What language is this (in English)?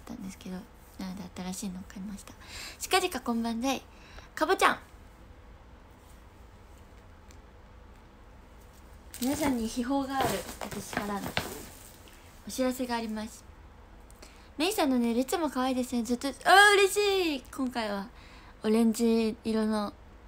Japanese